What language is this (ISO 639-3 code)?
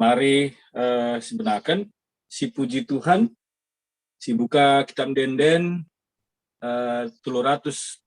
btx